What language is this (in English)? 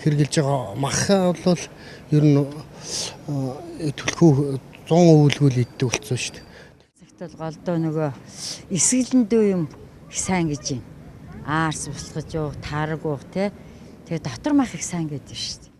Mongolian